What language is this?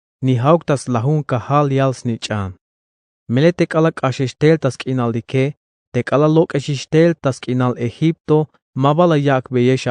Tzeltal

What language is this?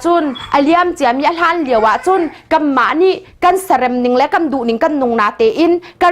Hakha Chin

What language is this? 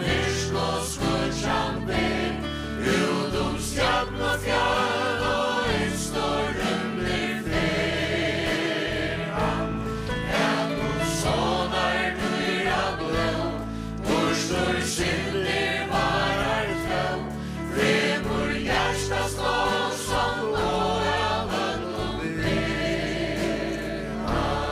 Faroese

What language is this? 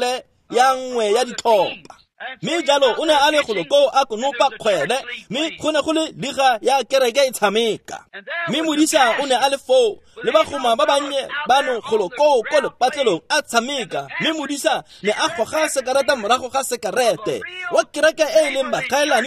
Tswana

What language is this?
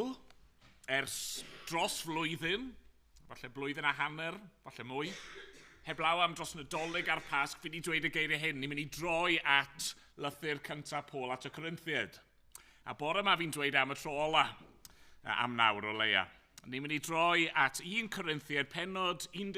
Welsh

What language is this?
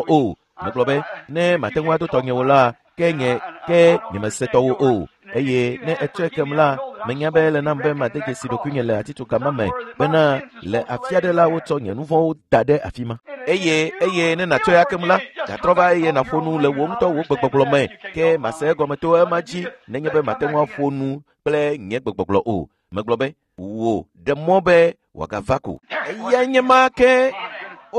Ewe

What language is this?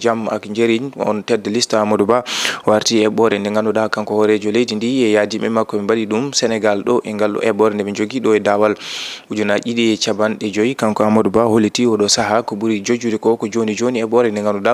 Fula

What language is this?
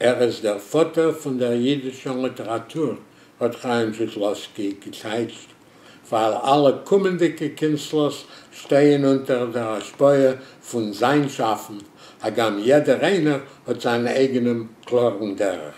Yiddish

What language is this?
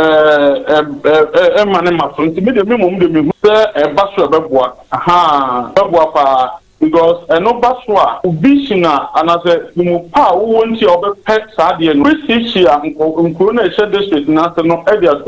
Akan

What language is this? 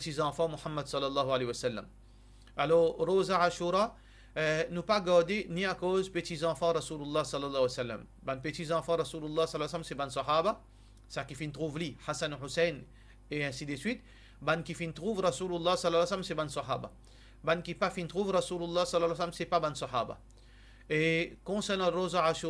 Morisyen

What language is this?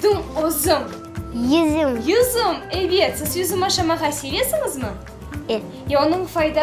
Crimean Tatar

